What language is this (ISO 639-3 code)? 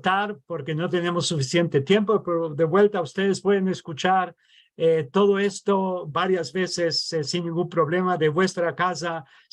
lad